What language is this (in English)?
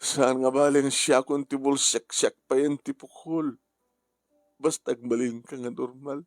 Iloko